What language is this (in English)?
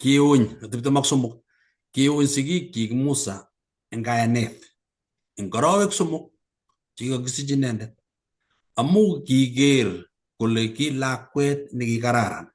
Kalenjin